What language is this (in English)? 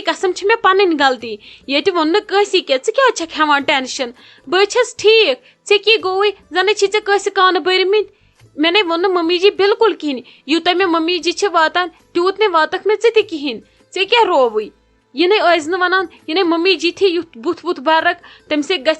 Kashmiri